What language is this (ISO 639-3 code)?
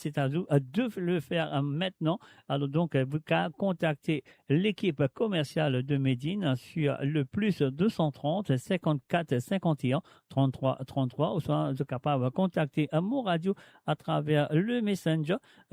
mfe